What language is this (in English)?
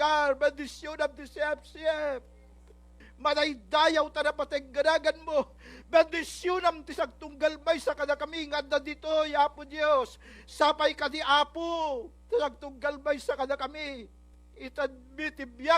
Iloko